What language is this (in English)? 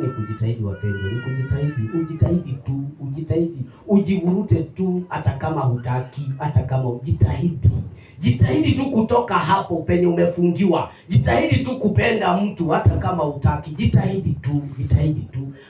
Swahili